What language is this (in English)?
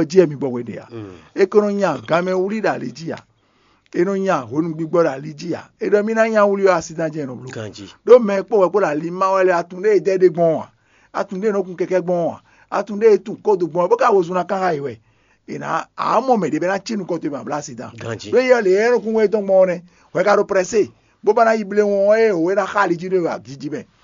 Fon